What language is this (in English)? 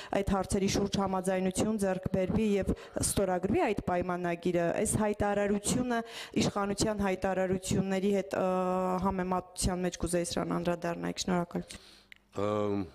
Armenian